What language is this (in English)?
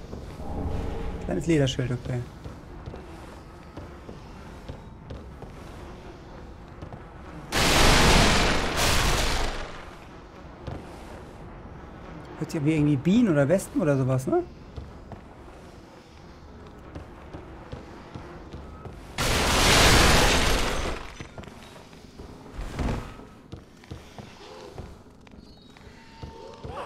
German